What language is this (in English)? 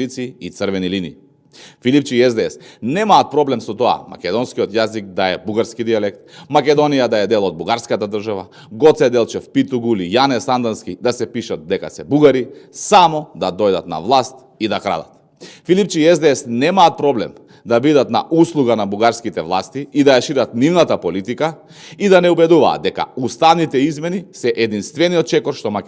Macedonian